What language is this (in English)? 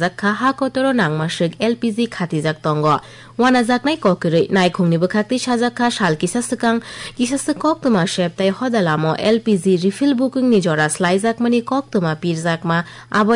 Kok Borok